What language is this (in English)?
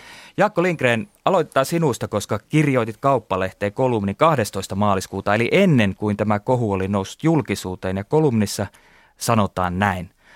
Finnish